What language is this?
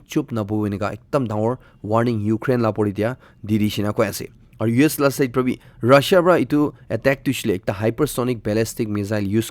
Naga Pidgin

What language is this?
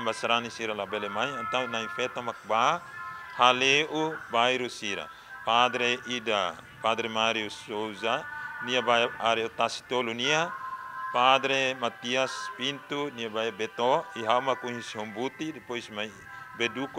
Tetum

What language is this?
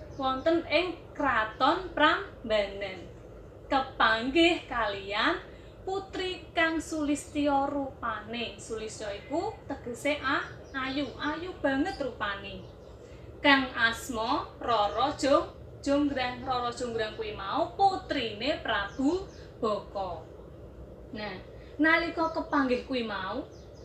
Javanese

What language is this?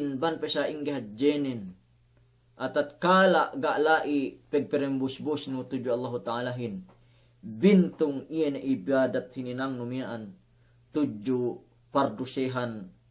Yakan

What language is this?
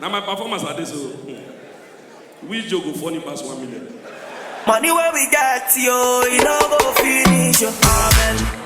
Nigerian Pidgin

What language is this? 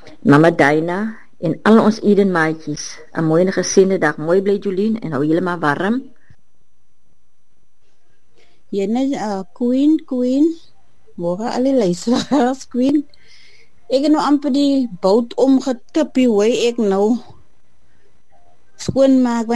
Afrikaans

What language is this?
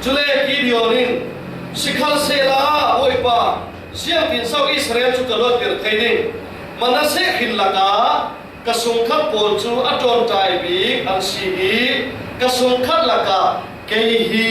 Falam Chin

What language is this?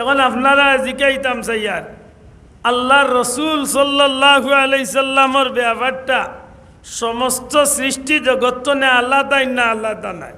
Sylheti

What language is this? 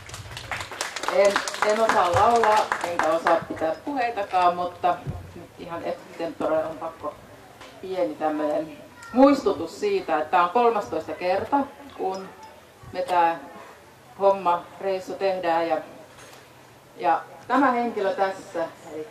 Finnish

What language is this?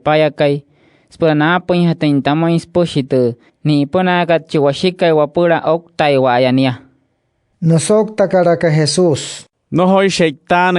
Wayuu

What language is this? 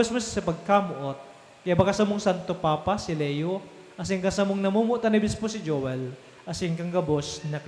Bikol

